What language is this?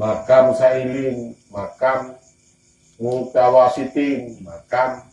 Achinese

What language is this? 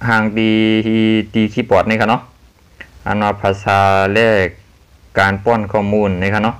Shan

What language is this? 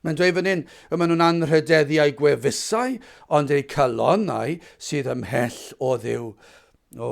Welsh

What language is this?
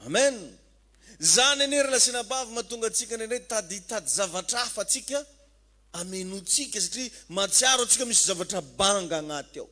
Malagasy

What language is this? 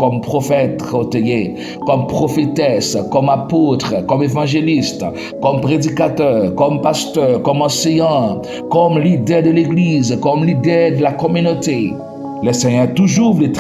Haitian Creole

